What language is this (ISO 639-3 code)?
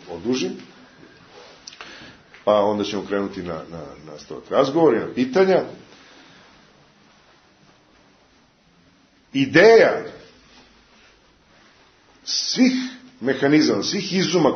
srp